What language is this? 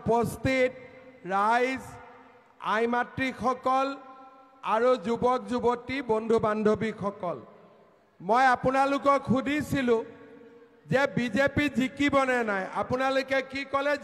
Assamese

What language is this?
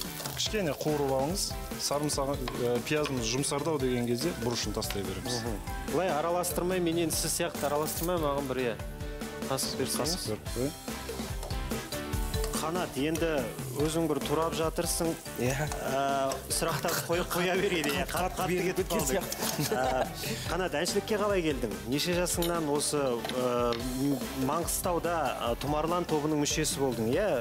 Kazakh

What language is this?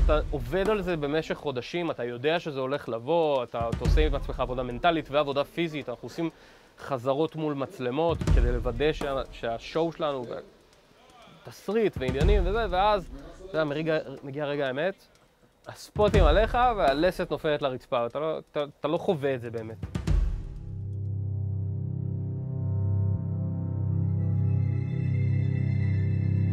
Hebrew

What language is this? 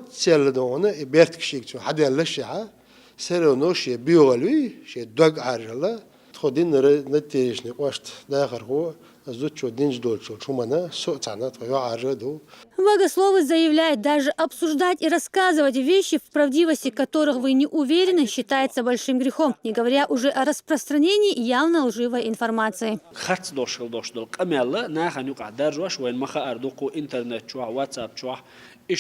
Chechen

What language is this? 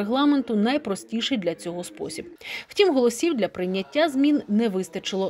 Ukrainian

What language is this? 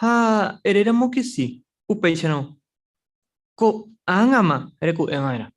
Guarani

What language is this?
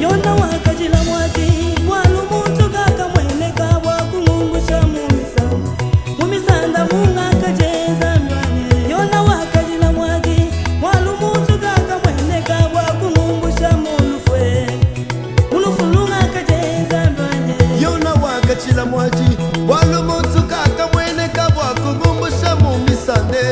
Luba-Lulua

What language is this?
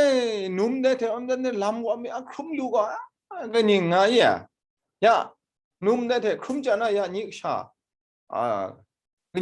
Kachin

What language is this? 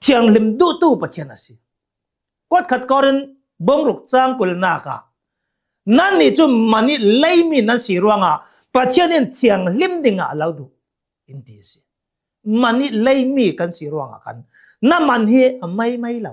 Hakha Chin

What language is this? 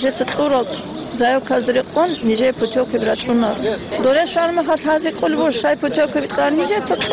Avaric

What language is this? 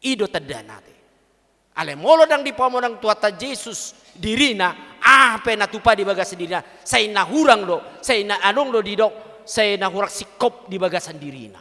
Batak Toba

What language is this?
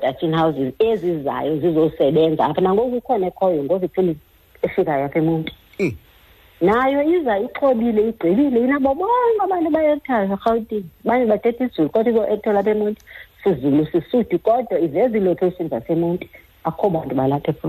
Xhosa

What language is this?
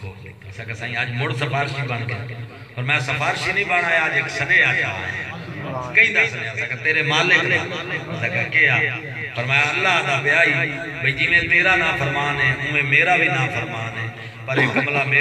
Saraiki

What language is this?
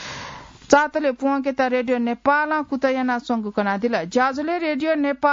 Newari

